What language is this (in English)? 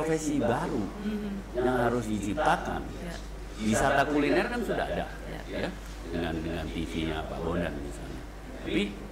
Indonesian